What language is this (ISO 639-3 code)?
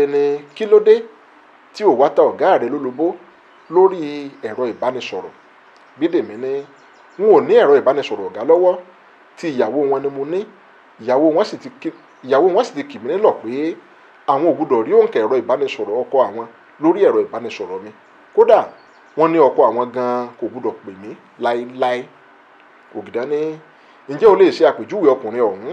yor